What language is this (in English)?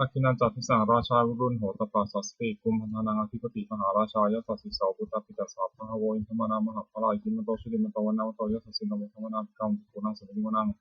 Pali